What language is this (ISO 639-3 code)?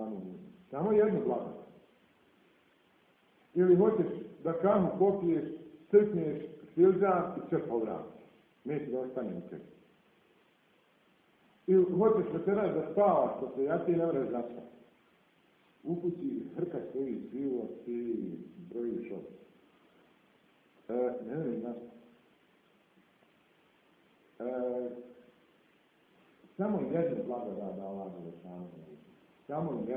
bos